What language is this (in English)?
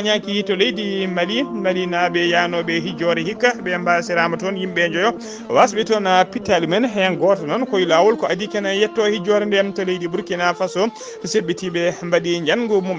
Fula